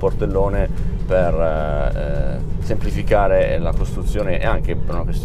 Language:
Italian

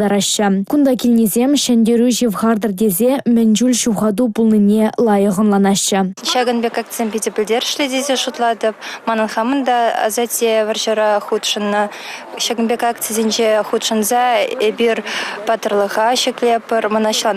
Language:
Chuvash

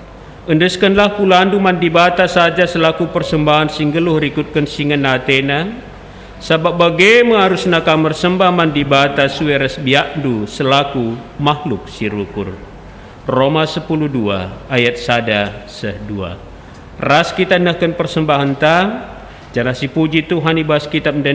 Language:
Batak Karo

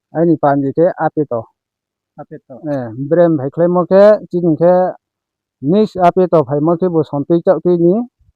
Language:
Riang (India)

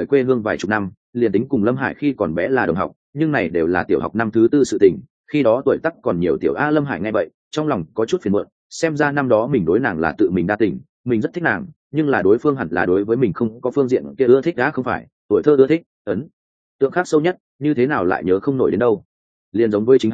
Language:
Vietnamese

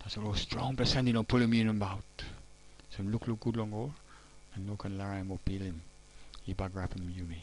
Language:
Tok Pisin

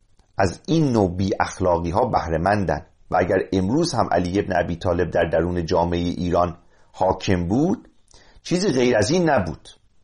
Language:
Persian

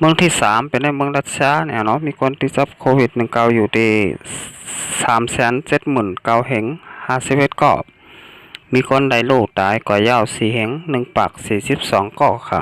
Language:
Shan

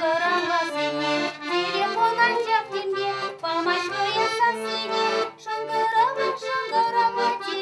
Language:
Chuvash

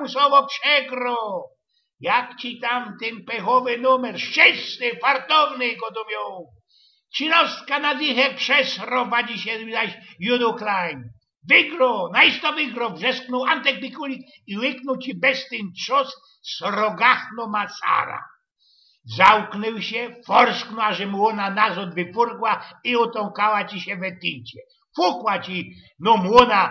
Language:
Silesian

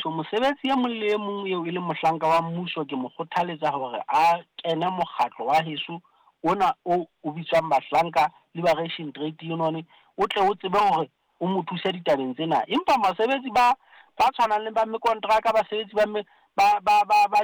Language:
Southern Sotho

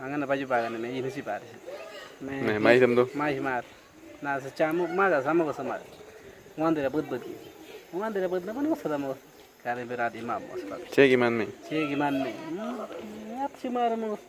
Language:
Awa-Cuaiquer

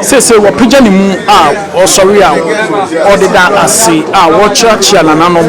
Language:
Akan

